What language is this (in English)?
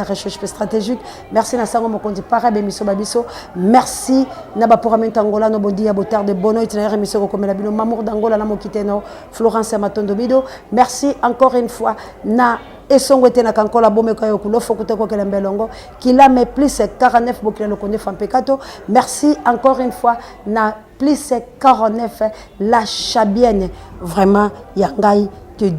Lingala